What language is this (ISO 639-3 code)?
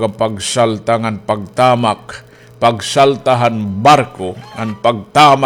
war